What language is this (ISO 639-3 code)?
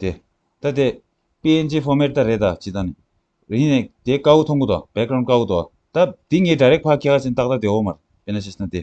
bod